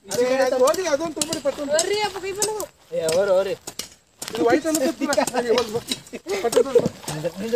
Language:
Kannada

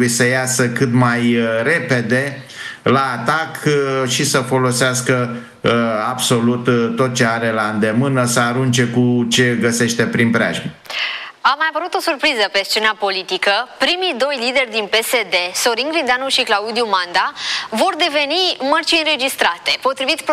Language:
Romanian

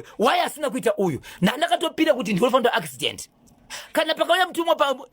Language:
Shona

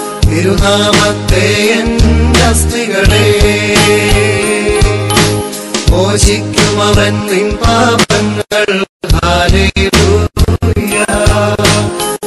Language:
Malayalam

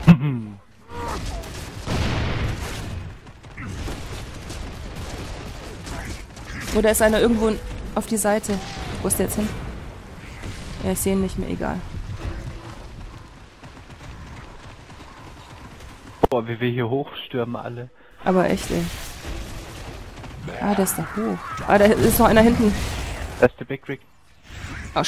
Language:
German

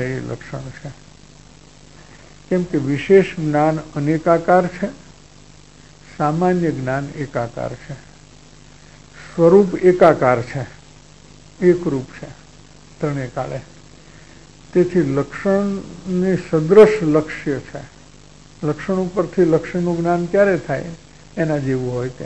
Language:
Gujarati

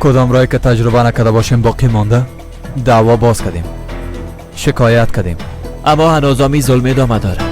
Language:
Persian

